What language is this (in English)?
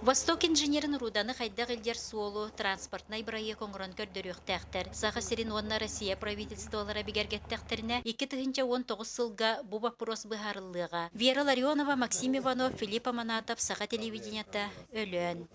Yakut